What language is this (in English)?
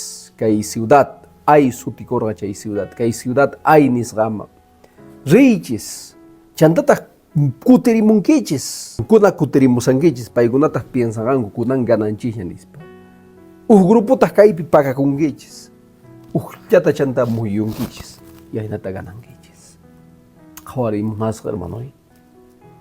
Quechua